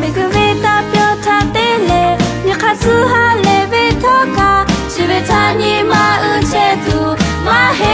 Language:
Lahu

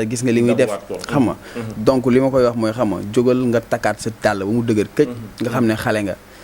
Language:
Wolof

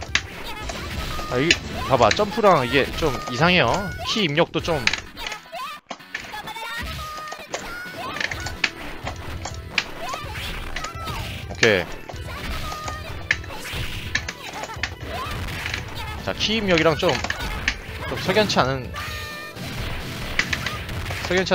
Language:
Korean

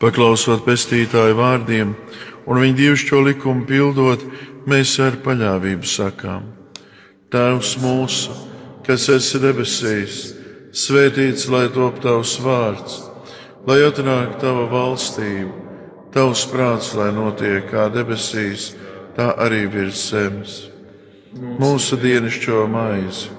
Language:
Latvian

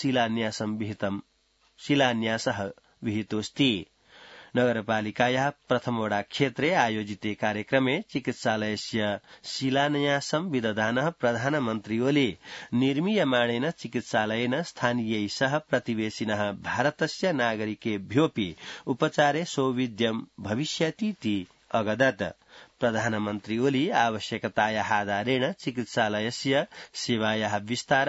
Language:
Sanskrit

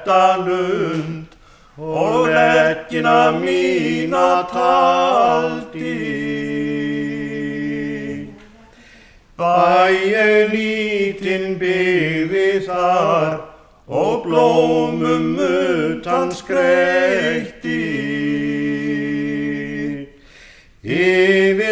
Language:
Icelandic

